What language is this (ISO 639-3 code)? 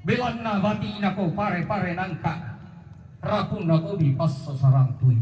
sda